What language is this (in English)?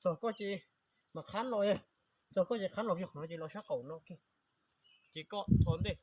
Hmong